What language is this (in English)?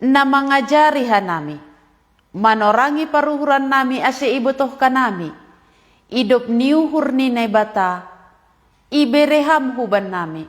Batak Simalungun